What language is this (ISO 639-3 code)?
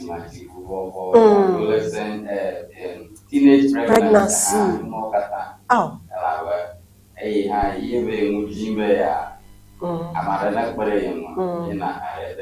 ewe